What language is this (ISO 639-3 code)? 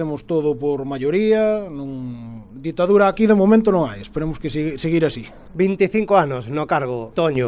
glg